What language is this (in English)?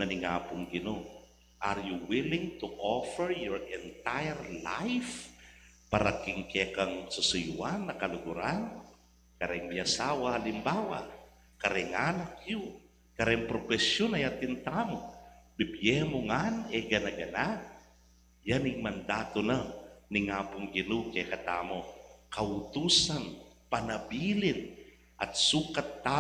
Pampanga